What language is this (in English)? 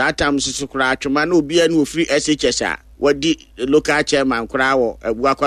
Akan